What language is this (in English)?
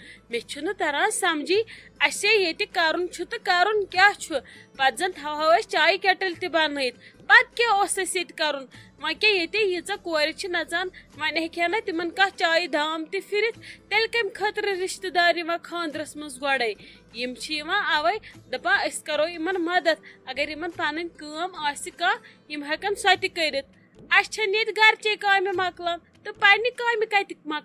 Kashmiri